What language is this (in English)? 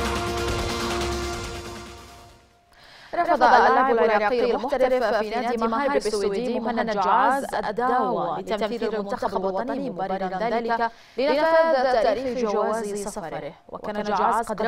Arabic